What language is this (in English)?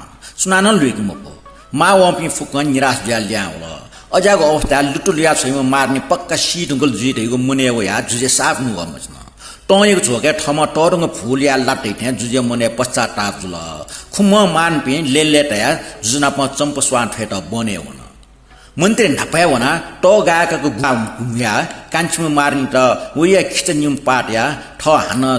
Newari